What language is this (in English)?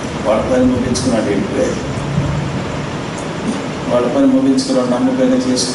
Telugu